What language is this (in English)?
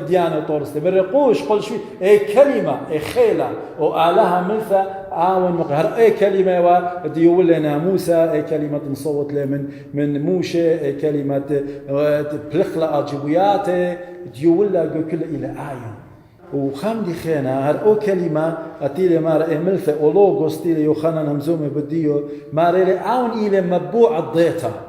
Assyrian Neo-Aramaic